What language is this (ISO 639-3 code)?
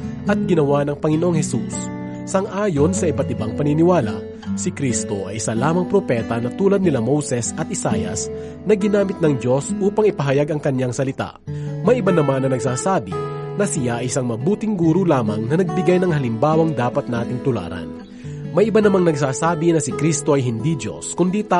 fil